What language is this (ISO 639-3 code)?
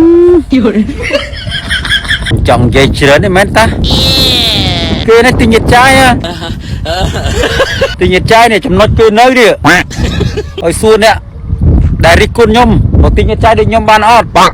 khm